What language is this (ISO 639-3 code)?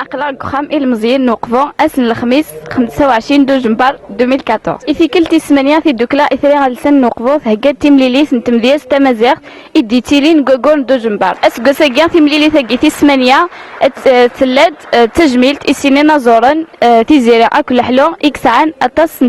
kab